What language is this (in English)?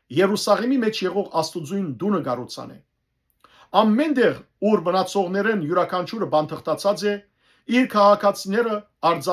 Western Armenian